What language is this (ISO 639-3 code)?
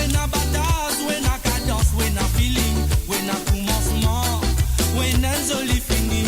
mfe